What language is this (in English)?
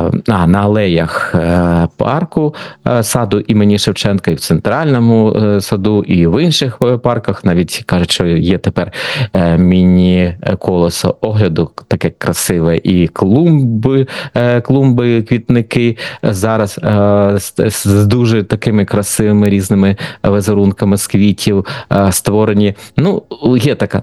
Ukrainian